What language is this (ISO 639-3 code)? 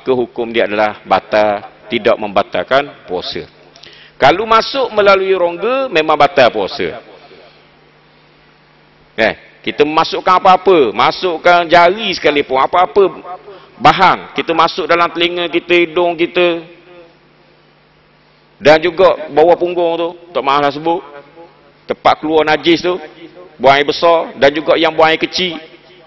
msa